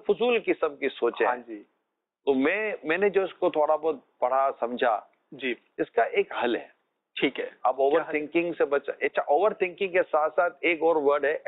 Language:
Urdu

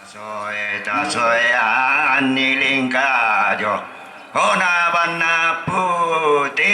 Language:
Toraja-Sa'dan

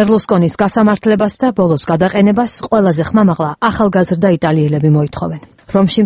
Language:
Georgian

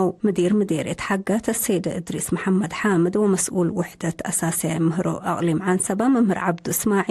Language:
Tigre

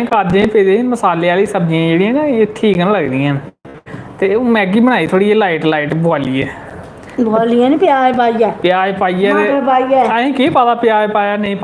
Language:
Dogri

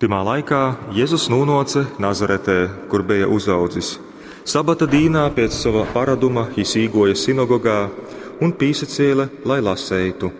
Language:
Latgalian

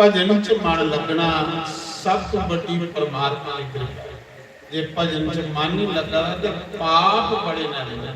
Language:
Dogri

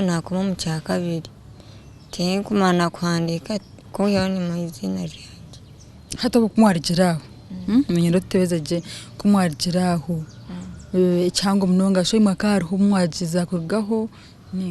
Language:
Nyankole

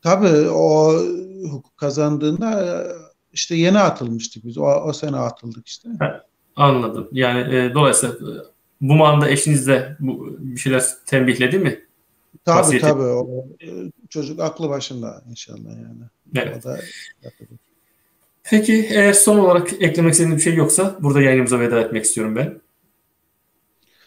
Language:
Turkish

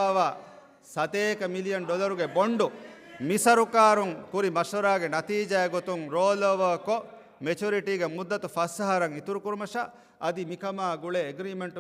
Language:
Divehi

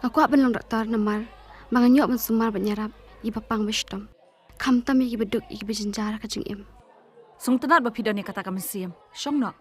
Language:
Khasi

